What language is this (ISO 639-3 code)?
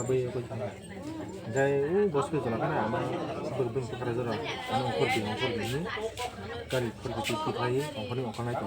trp